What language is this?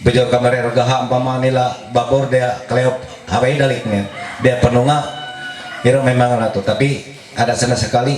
Ma'anyan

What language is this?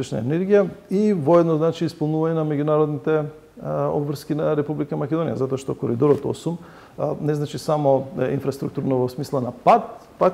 Macedonian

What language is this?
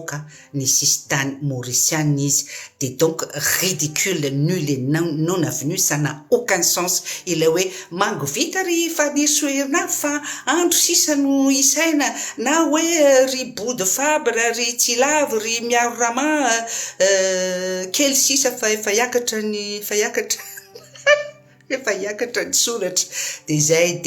Malagasy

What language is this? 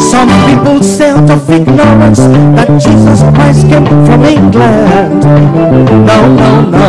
Ewe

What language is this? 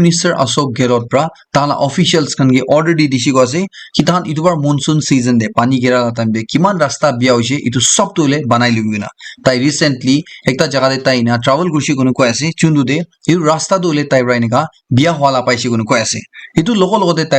Naga Pidgin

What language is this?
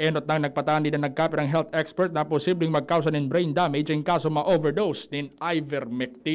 Bikol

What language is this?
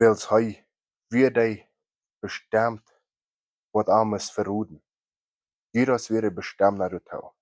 Plautdietsch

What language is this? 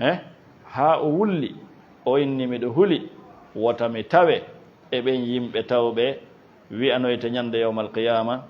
Fula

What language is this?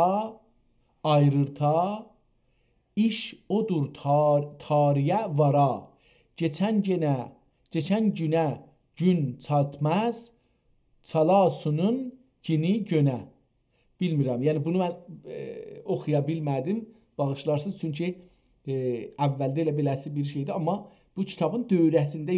South Azerbaijani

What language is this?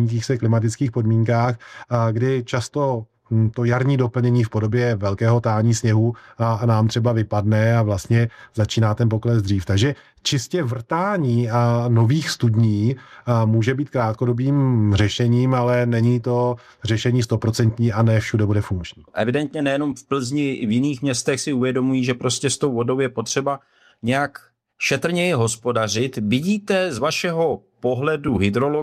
Czech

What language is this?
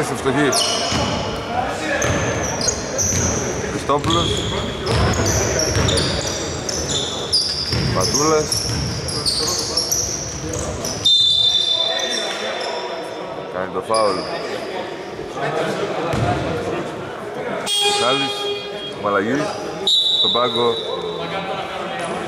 Greek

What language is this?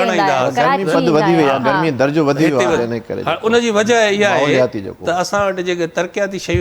Sindhi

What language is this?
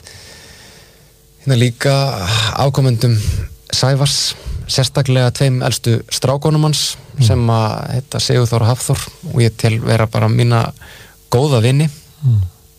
Icelandic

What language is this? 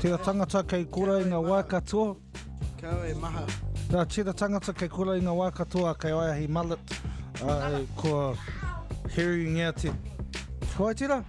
Māori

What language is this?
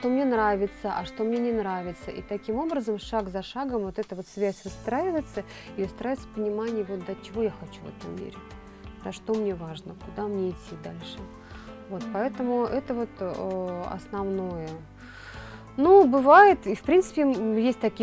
Russian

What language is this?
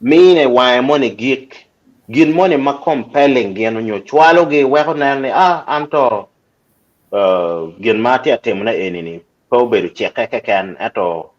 Acoli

